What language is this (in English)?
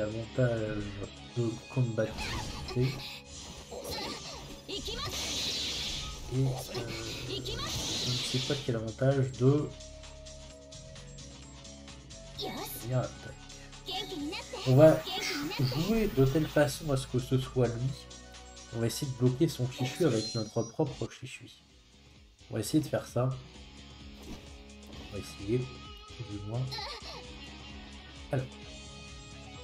French